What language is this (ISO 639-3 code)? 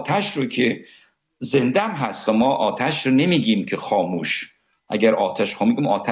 fas